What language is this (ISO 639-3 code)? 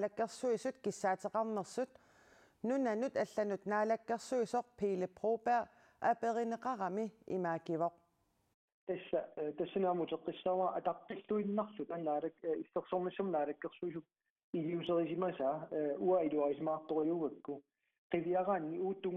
kal